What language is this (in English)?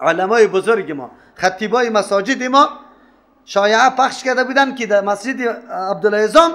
Persian